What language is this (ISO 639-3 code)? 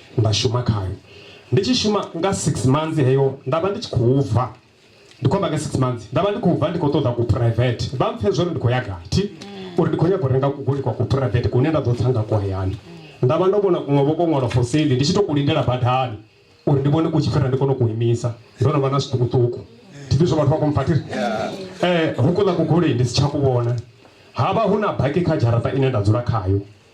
ven